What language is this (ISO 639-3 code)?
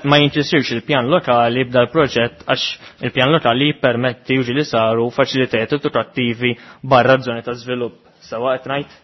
mlt